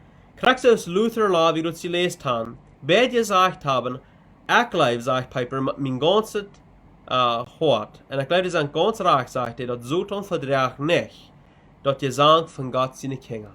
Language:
Plautdietsch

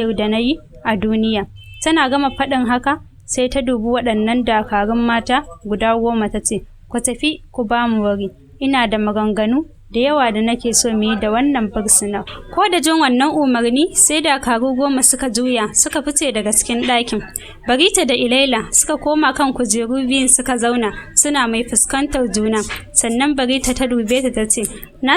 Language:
Hausa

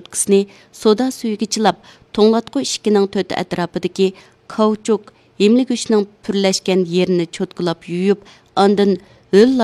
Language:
Uyghur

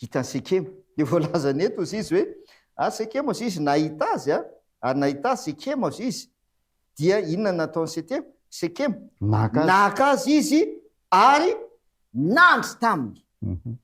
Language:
Malagasy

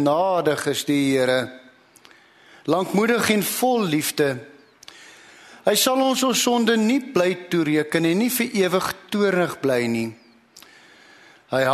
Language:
Afrikaans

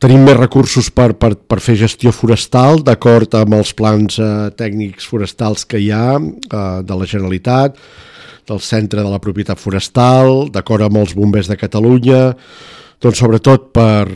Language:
Catalan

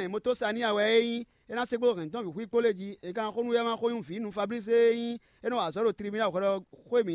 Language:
Fon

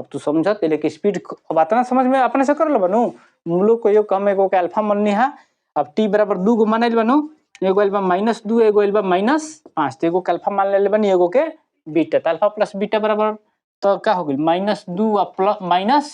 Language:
Bhojpuri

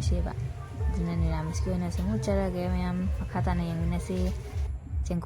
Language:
Manipuri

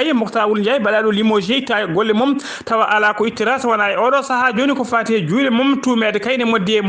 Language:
Fula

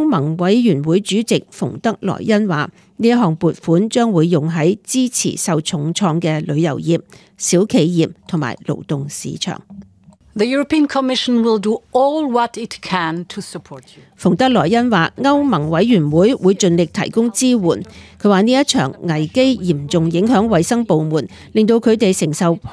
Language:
Cantonese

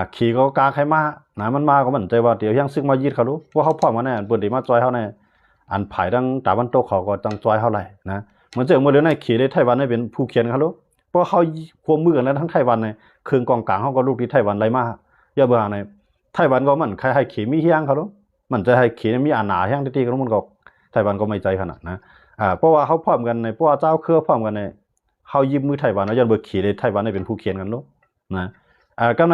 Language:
Shan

